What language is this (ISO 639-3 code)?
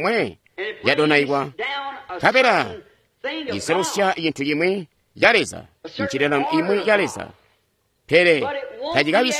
toi